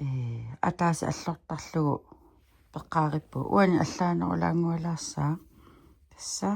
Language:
Kalaallisut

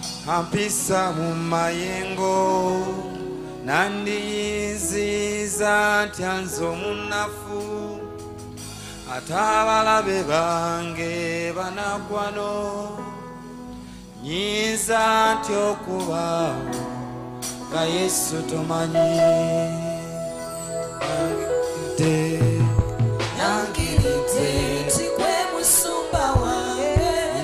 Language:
Ganda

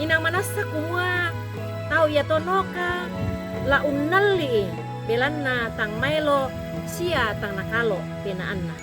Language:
Toraja-Sa'dan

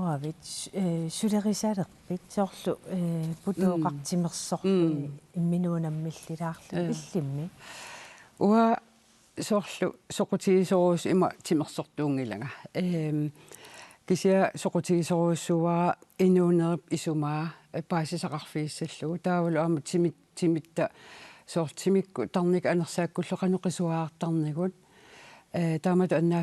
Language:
Kalaallisut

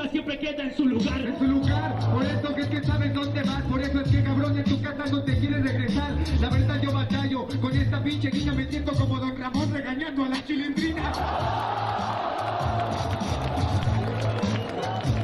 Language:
Spanish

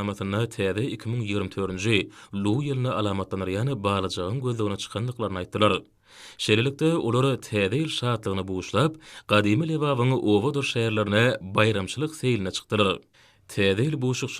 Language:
Turkmen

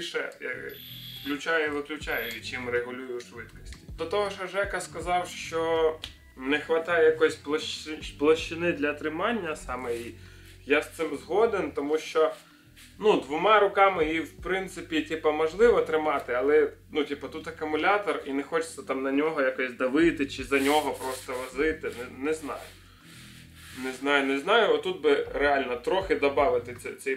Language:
Ukrainian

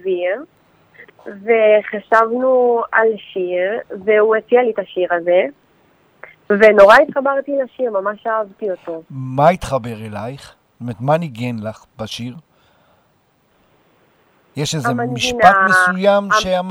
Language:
Hebrew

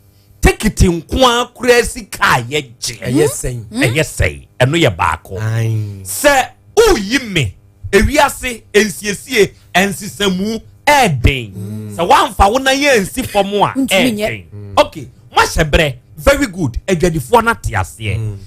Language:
Akan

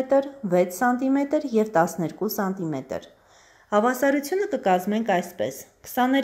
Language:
Armenian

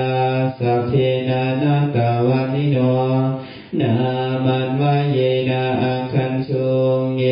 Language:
Pali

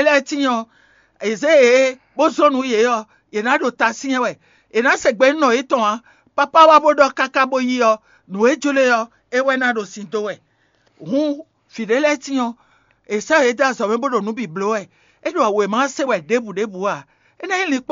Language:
Fon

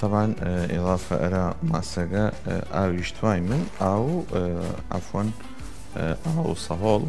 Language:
Southern Kurdish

